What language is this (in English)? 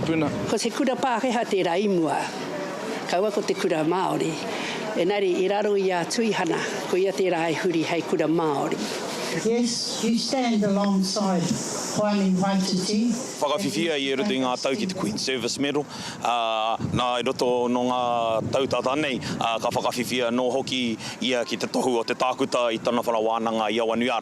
Māori